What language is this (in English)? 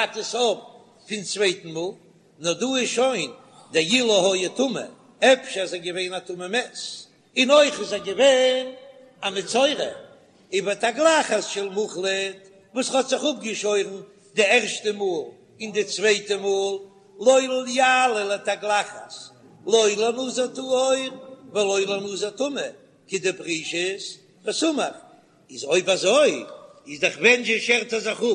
Yiddish